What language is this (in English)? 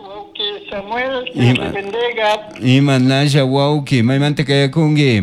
Chimborazo Highland Quichua